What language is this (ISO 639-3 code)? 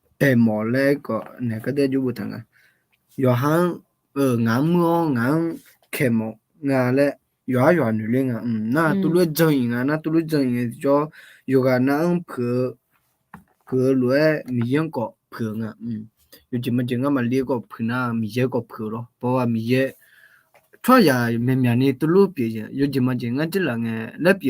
ahk